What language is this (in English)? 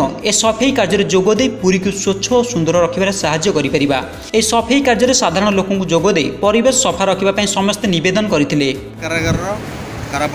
Odia